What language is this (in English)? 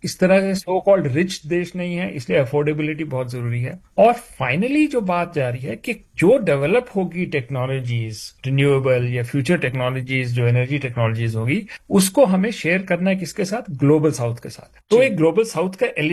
Hindi